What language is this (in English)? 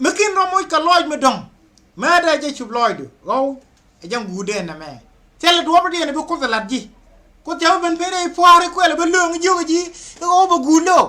Nuer